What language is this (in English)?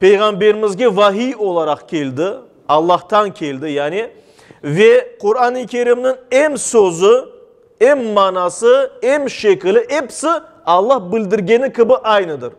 Crimean Tatar